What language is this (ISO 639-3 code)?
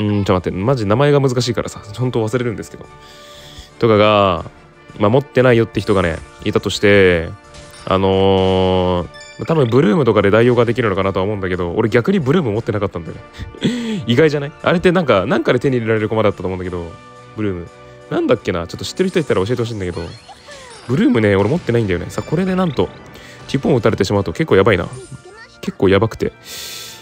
jpn